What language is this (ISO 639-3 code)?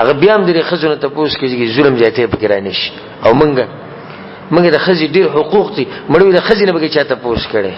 pus